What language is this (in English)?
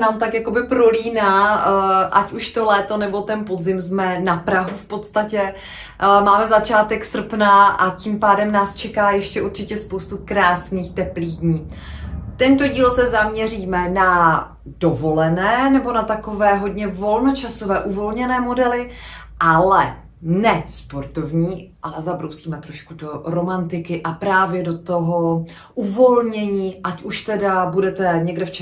Czech